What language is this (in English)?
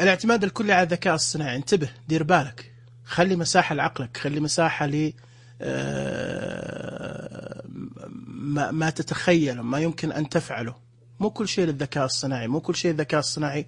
Najdi Arabic